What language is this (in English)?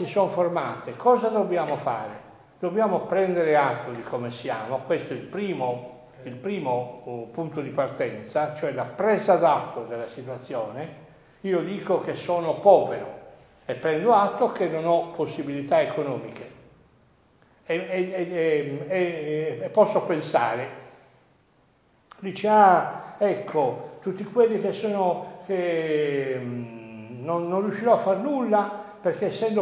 Italian